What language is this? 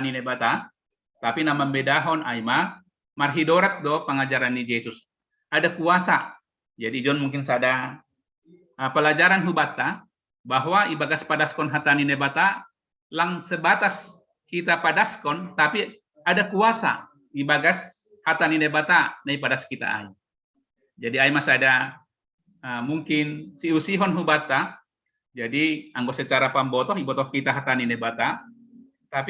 Batak Simalungun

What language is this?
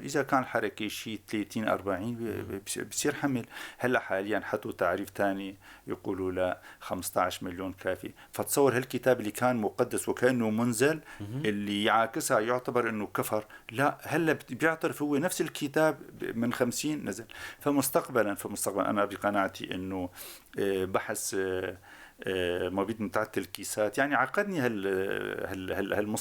North Levantine Arabic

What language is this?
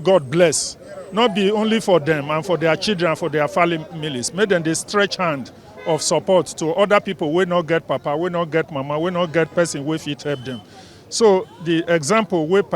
Nigerian Pidgin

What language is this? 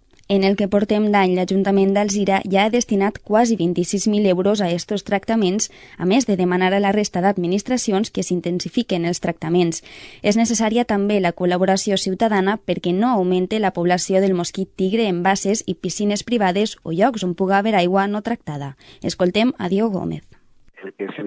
Catalan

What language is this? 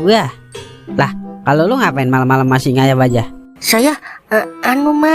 Betawi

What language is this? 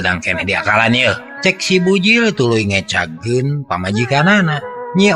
Sundanese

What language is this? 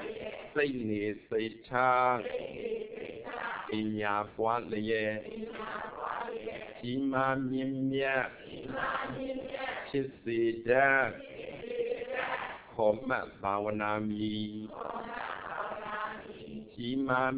Burmese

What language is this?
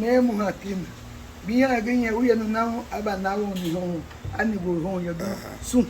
Garifuna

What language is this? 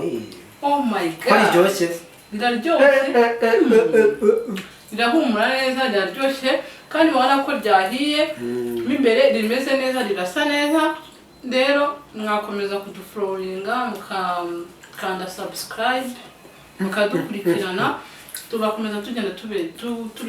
Kinyarwanda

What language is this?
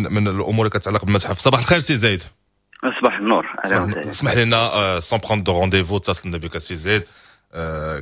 Moroccan Arabic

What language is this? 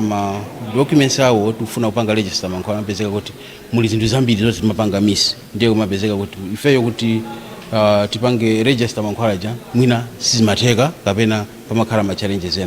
Nyanja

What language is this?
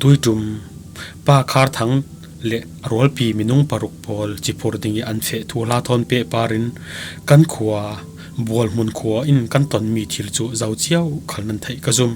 Falam Chin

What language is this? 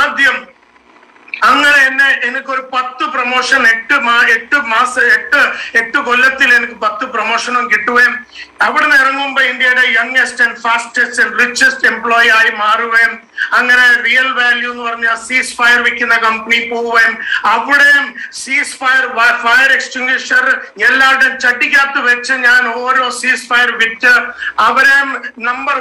Malayalam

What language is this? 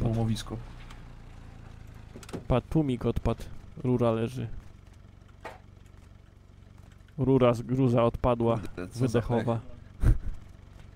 Polish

